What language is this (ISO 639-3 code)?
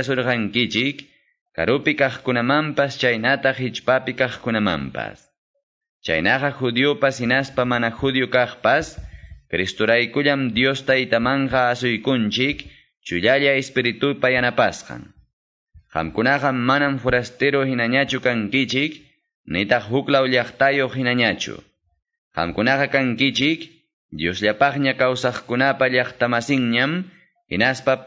que